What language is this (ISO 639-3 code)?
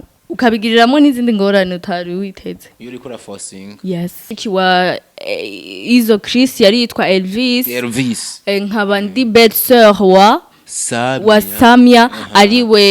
run